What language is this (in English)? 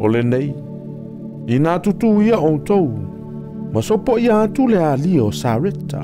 Samoan